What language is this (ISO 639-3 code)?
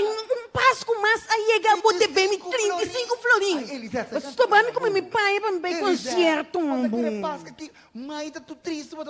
pap